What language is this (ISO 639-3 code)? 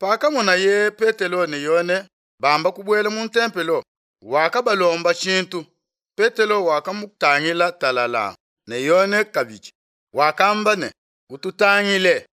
lua